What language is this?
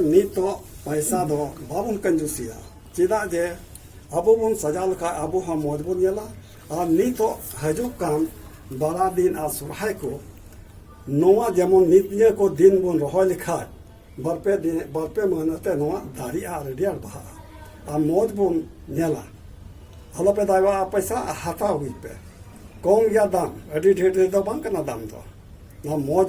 Santali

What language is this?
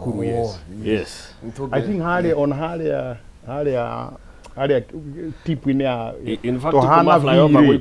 Kikuyu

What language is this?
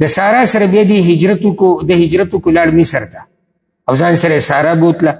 Pashto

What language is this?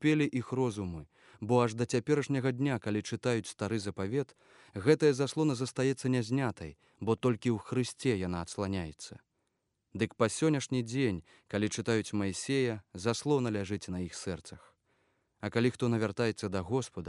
Belarusian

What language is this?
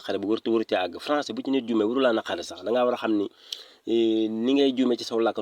Wolof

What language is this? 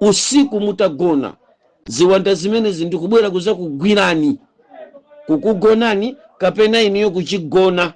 Nyanja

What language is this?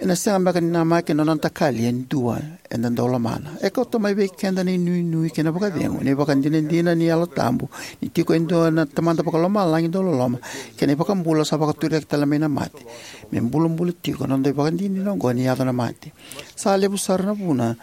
Fijian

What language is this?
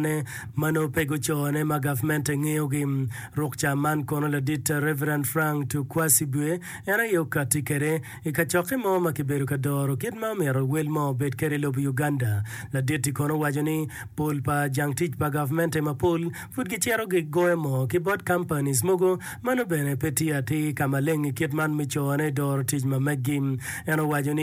Acoli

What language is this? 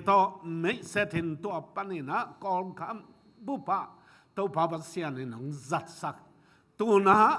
Tedim Chin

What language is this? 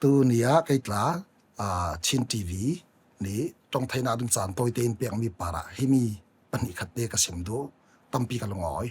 Falam Chin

